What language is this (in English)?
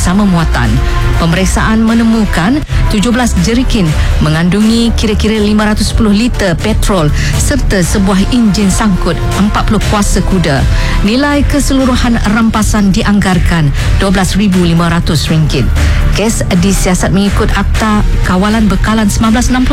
Malay